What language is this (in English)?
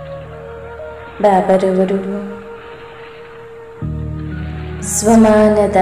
Kannada